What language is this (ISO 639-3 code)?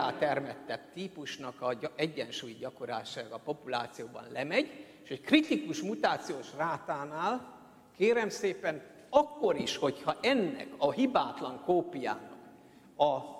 hun